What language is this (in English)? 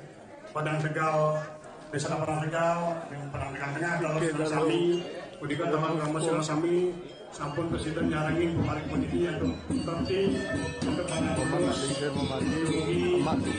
Balinese